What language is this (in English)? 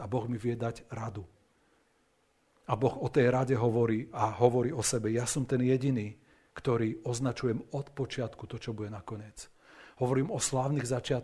Slovak